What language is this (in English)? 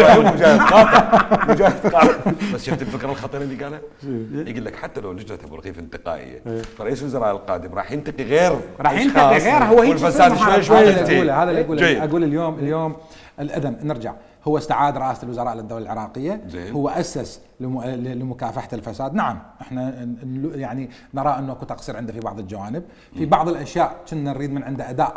Mesopotamian Arabic